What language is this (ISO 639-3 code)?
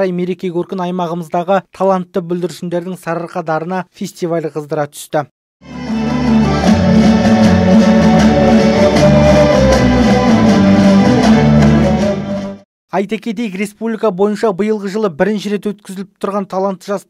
kaz